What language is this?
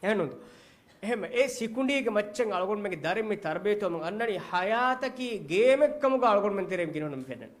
Divehi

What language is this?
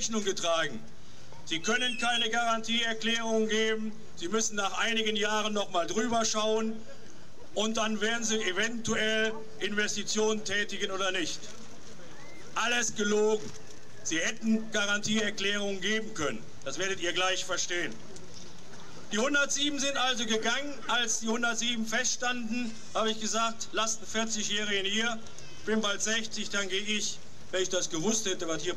German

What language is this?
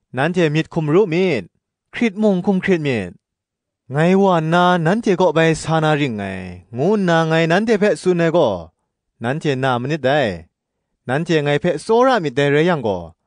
Kachin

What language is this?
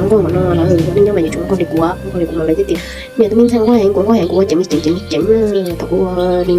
Hmong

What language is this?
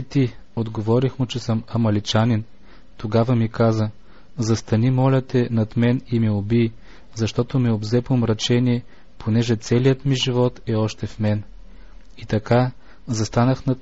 Bulgarian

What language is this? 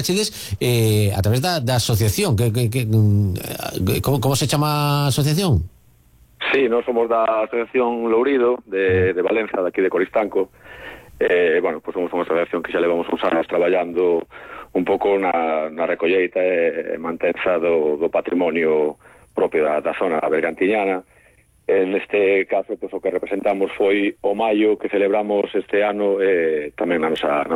Galician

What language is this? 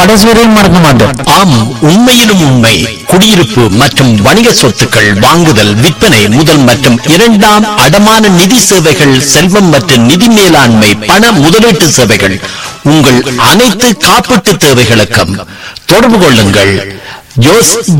Tamil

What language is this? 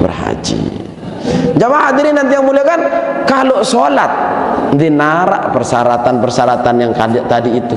Sasak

